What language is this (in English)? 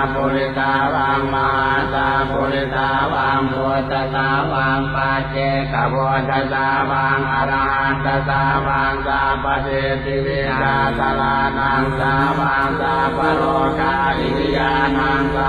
Pali